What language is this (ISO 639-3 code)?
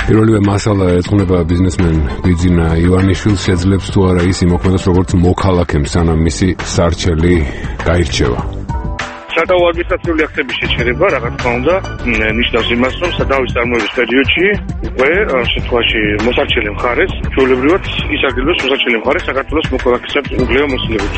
kat